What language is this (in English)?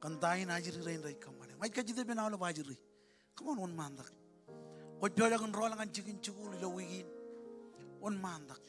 Marshallese